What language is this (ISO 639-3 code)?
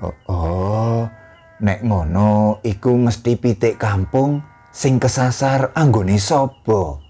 jav